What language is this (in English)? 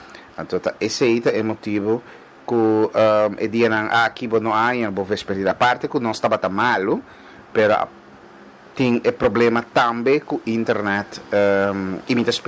Papiamento